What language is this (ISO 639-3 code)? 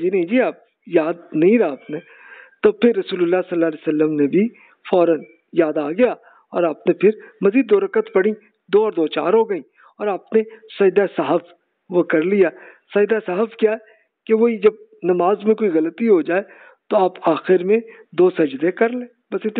urd